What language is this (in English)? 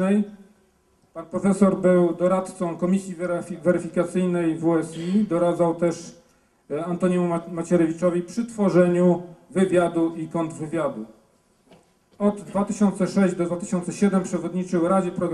Polish